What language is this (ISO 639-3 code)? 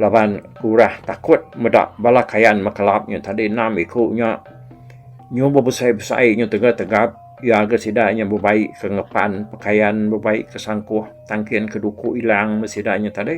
iba